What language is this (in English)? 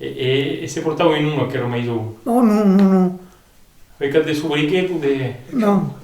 Occitan